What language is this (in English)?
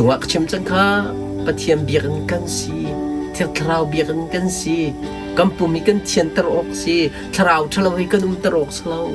Hakha Chin